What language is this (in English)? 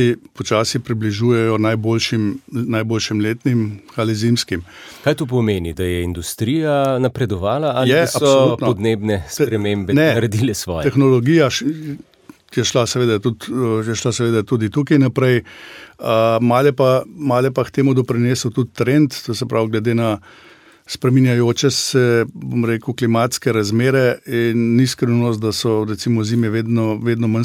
Slovenian